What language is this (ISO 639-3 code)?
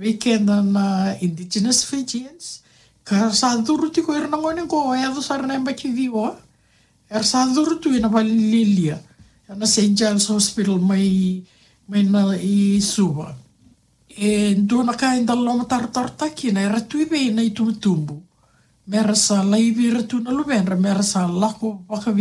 fij